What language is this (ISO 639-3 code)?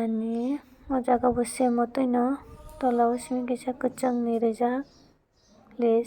trp